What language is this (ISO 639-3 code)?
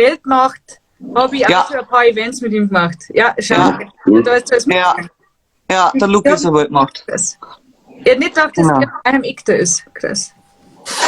bar